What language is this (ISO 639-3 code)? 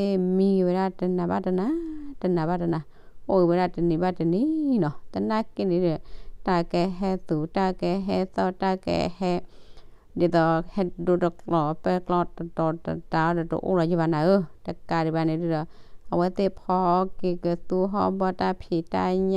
ksw